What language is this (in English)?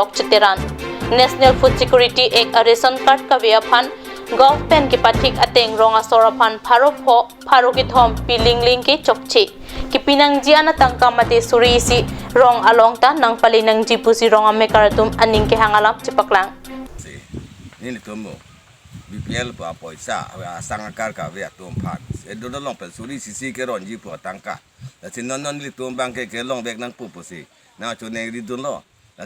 Karbi